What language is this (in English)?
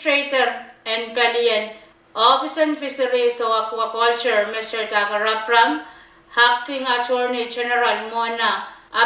Pohnpeian